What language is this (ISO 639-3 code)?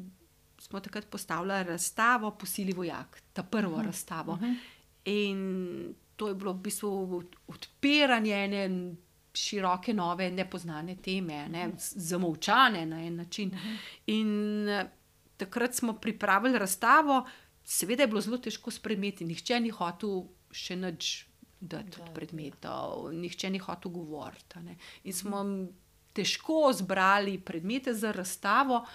slv